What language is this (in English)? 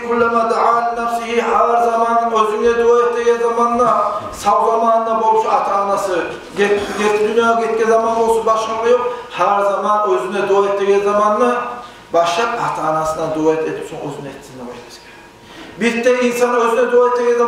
Kumyk